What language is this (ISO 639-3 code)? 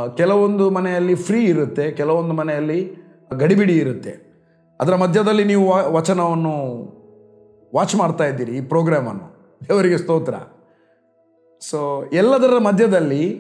kan